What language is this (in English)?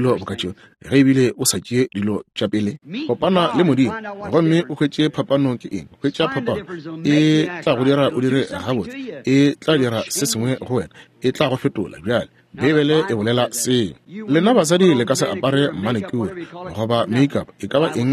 Northern Sotho